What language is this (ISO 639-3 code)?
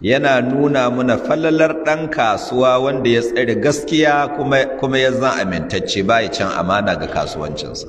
hau